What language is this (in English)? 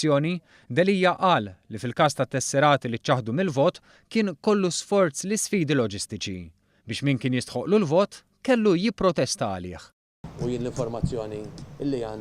Maltese